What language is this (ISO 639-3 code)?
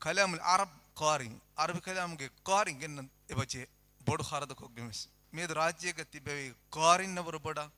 div